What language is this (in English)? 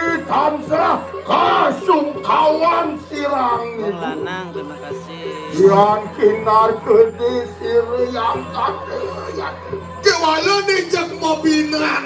Balinese